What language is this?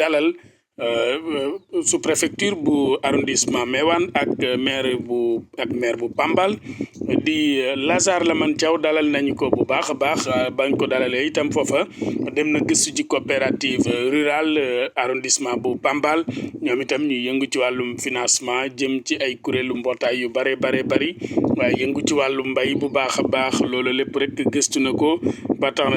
Wolof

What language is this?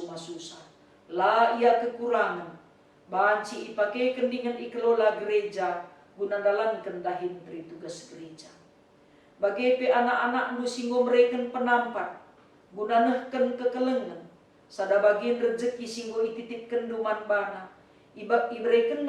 Batak Karo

